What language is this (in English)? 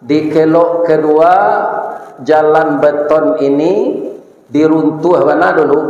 Minangkabau